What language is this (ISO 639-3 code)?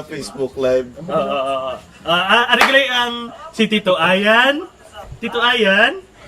hil